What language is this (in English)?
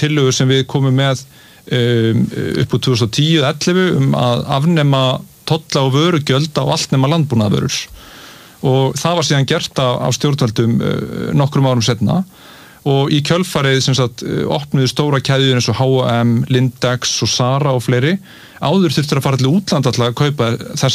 Icelandic